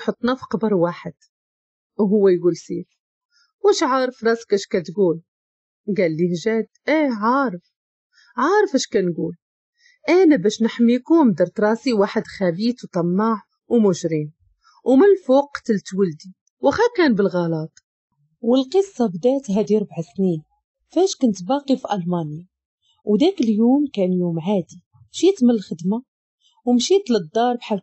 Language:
Moroccan Arabic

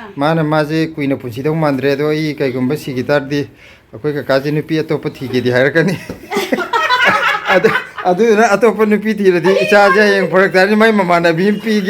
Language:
Manipuri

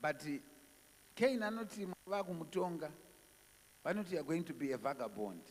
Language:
Shona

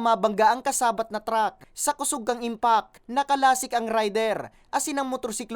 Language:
Bikol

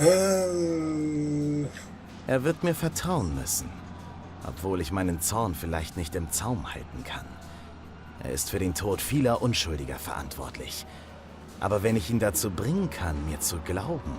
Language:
Swiss German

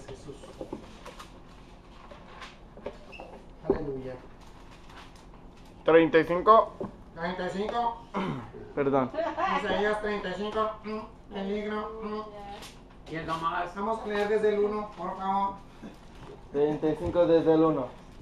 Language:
Spanish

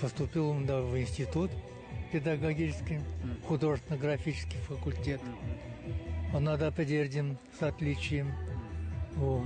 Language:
Chuvash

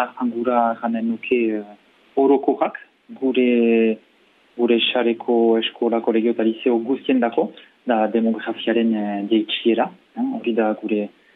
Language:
Basque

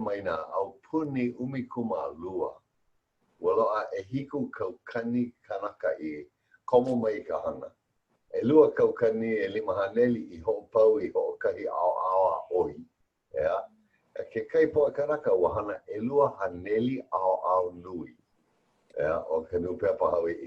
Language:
Hawaiian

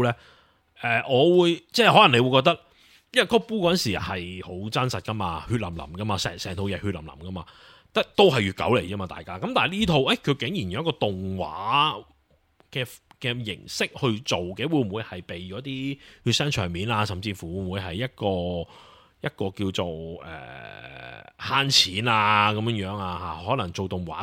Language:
Cantonese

